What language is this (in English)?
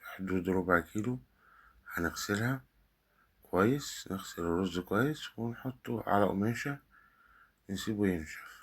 Egyptian Arabic